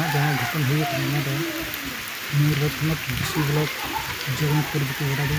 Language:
Santali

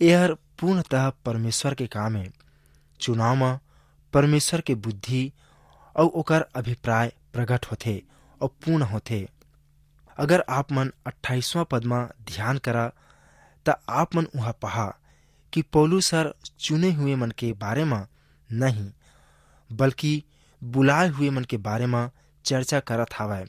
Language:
Chhattisgarhi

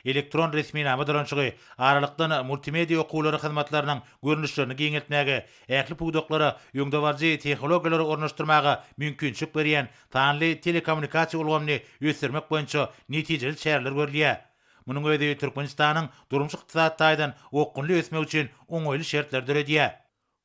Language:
Turkmen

